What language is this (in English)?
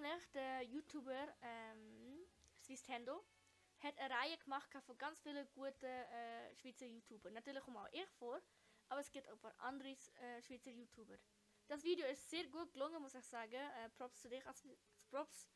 Swiss German